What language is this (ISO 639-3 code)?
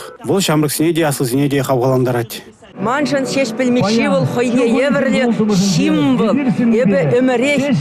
chv